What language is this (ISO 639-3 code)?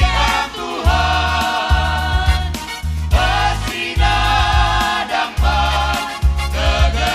btx